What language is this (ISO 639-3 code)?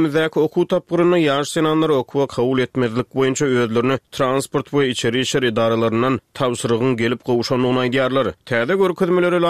tuk